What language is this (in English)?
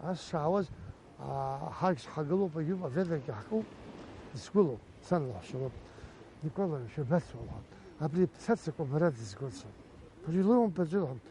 Abkhazian